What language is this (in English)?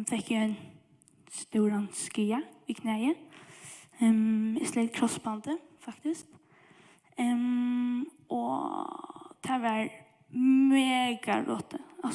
Faroese